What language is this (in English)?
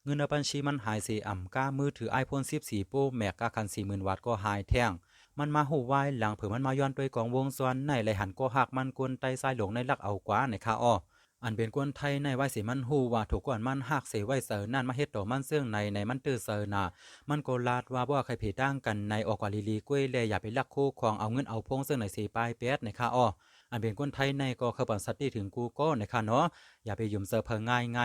Shan